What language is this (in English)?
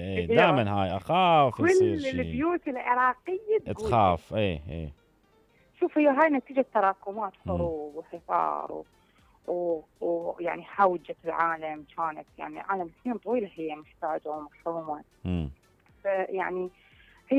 Mesopotamian Arabic